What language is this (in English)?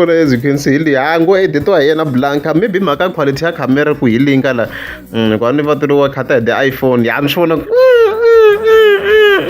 Tsonga